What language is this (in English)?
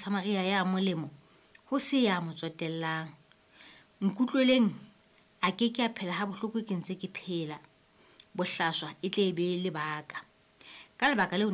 Southern Sotho